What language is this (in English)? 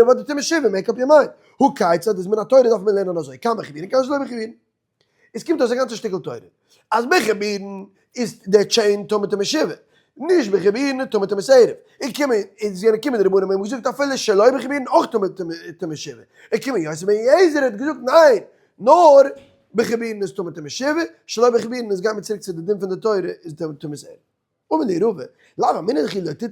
Yiddish